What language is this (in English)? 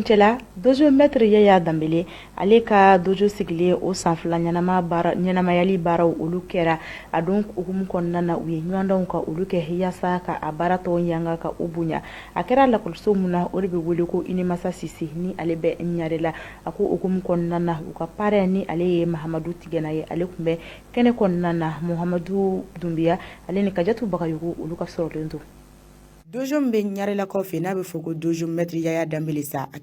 Bambara